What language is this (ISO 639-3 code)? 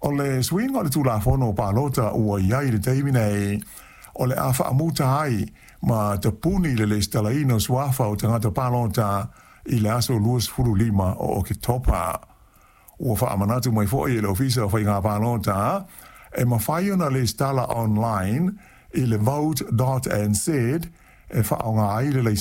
smo